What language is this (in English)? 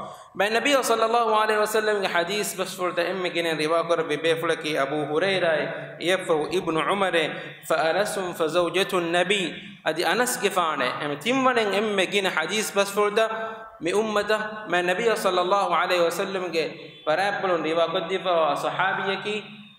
Divehi